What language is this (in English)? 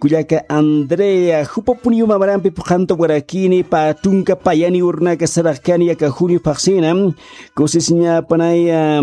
Aymara